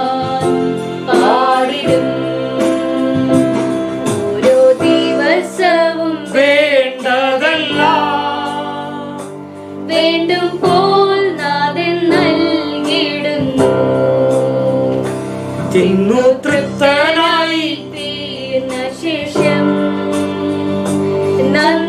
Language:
Malayalam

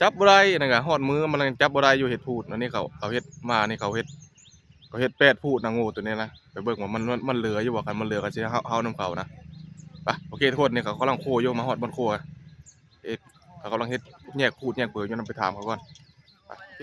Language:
Northeastern Thai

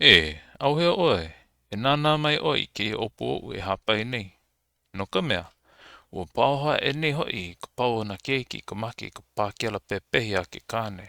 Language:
Hawaiian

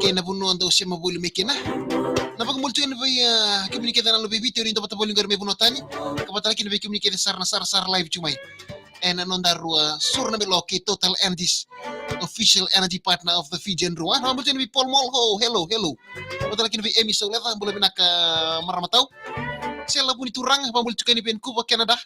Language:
Fijian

